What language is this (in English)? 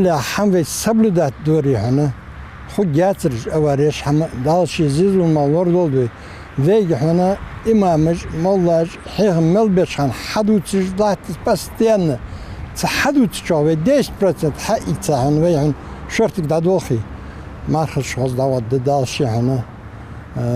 Ingush